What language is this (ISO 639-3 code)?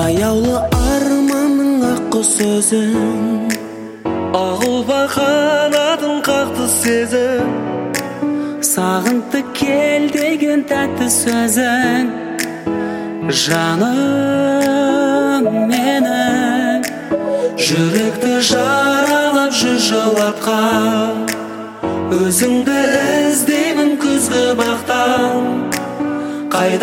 kaz